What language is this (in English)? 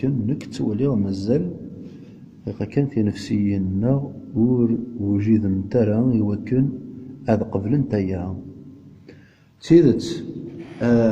Kabyle